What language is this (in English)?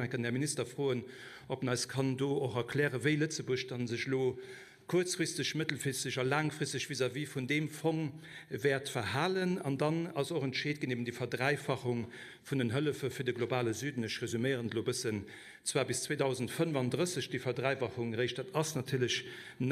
Luxembourgish